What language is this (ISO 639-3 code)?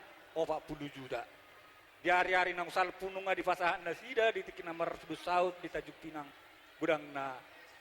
bbc